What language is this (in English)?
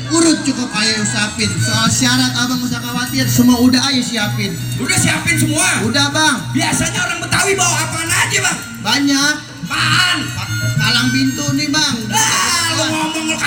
Betawi